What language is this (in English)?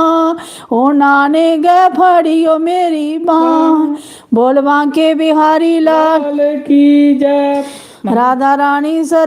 Dogri